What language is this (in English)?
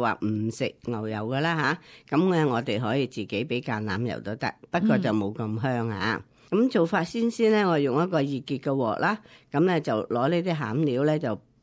Cantonese